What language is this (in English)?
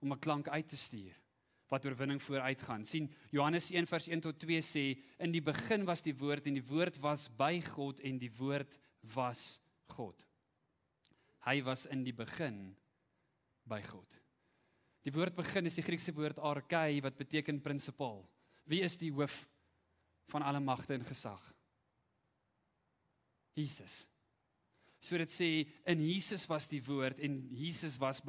Afrikaans